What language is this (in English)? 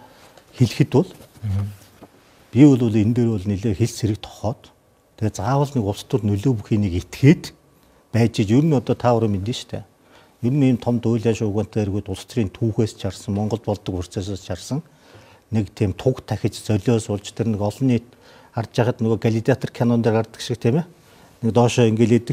Mongolian